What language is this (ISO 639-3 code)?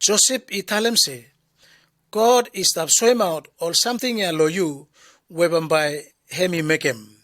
bis